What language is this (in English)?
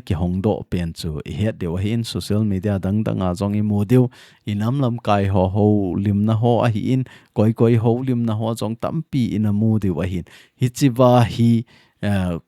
Thado Chin